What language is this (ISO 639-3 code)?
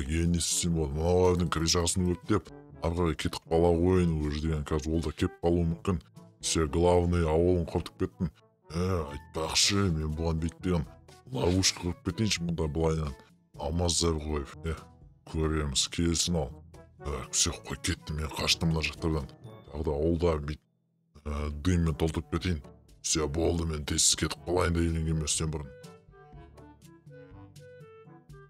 kaz